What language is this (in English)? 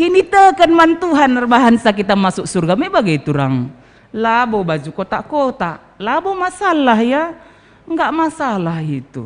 Batak Karo